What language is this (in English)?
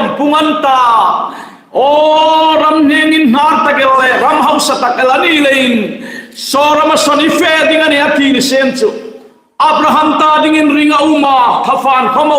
Hmar